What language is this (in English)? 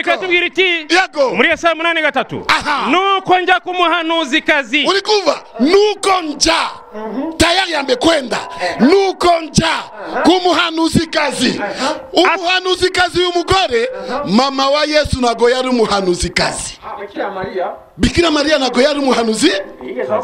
Kinyarwanda